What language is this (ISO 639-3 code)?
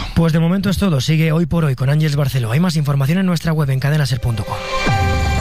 spa